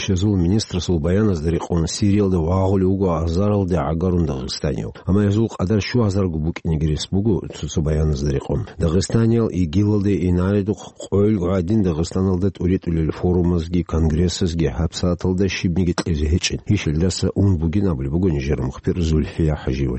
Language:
Avaric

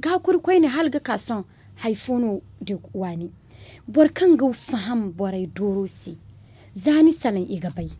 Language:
Zarma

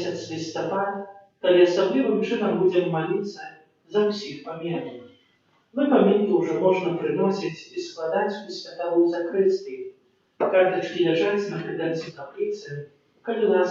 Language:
Belarusian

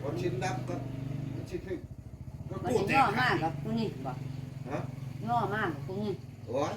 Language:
Northeastern Thai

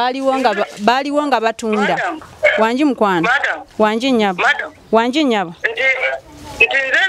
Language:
Ganda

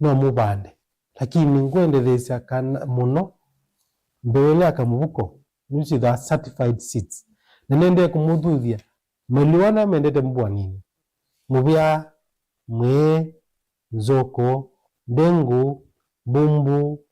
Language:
Kamba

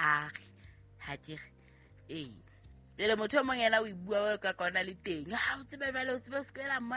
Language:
Southern Sotho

